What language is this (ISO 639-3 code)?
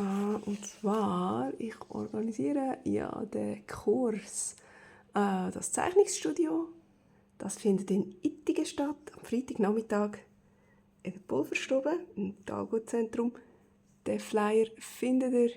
gsw